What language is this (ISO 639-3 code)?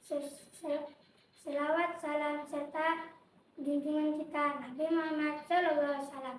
bjn